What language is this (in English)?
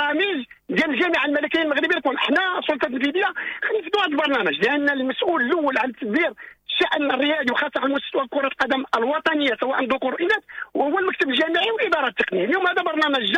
Moroccan Arabic